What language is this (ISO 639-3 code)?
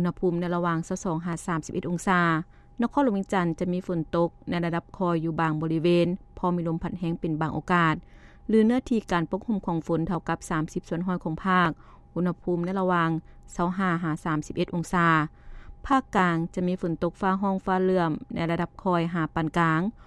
lao